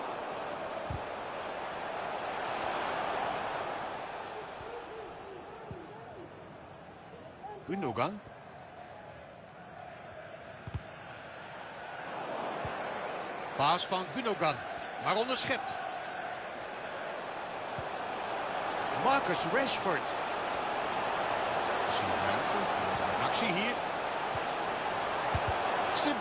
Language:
Dutch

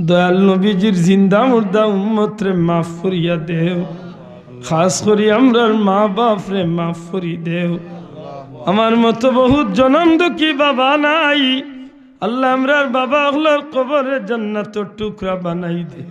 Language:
Sylheti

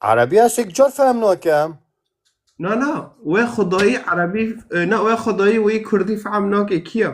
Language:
Kurdish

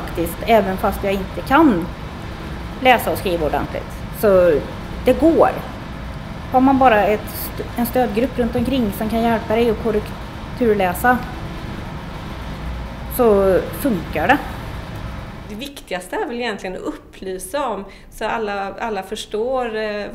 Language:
Swedish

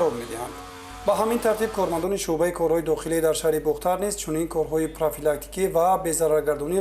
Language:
Tajik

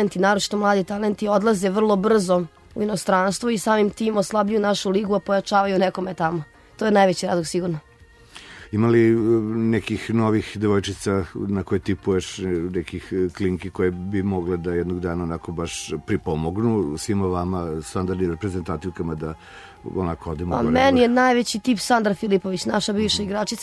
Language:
Serbian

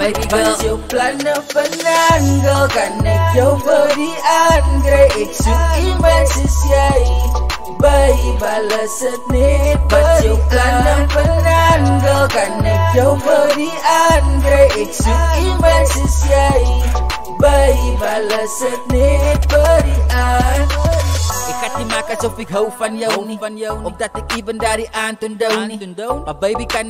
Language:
Afrikaans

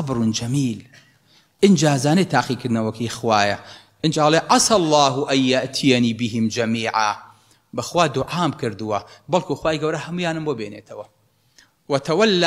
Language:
Central Kurdish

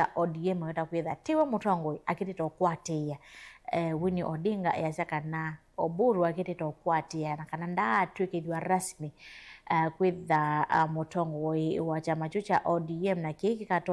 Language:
Kamba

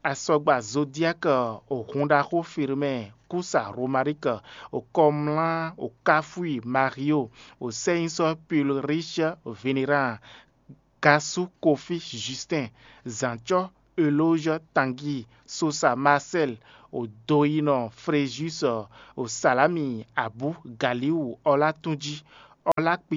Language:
Fon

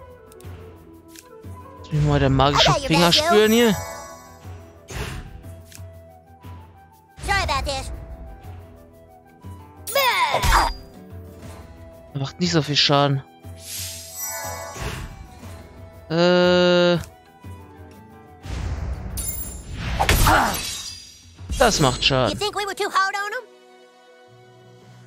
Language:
German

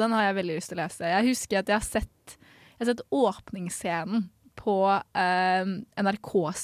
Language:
Norwegian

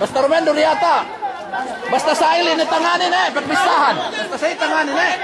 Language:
Yakan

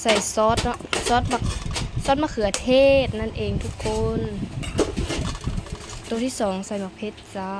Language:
Lao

